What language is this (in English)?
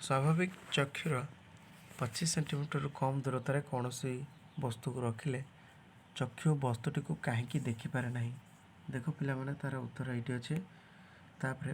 Odia